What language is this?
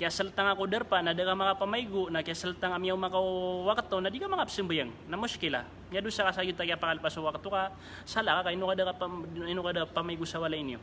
Maranao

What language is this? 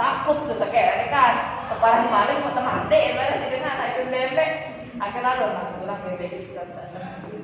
Sasak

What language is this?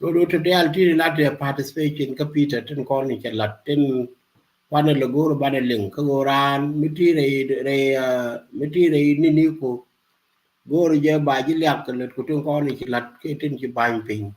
Nuer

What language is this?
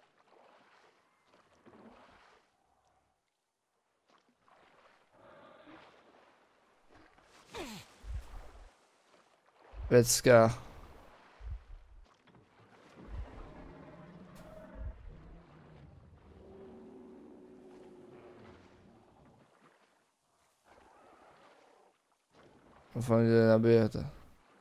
Czech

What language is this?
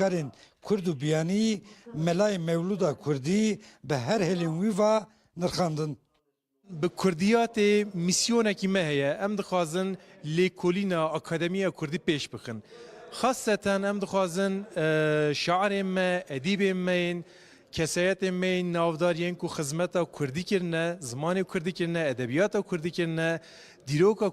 Kurdish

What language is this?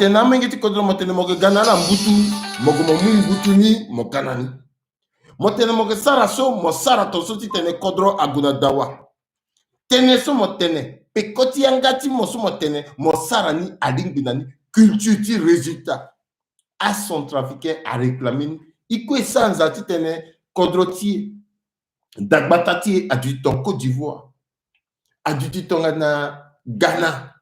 Sango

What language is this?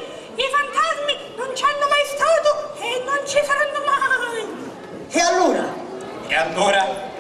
Sicilian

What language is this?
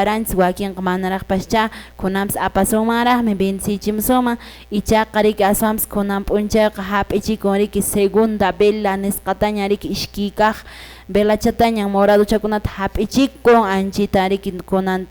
Quechua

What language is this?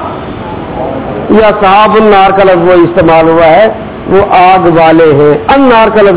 Urdu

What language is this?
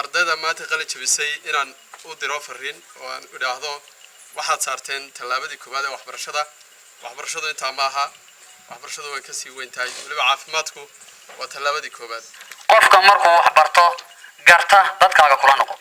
Somali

